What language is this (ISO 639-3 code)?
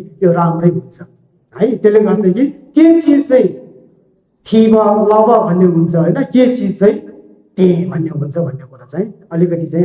nep